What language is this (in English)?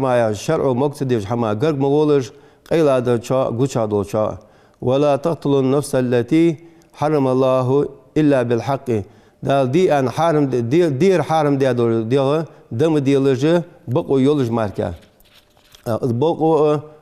Ingush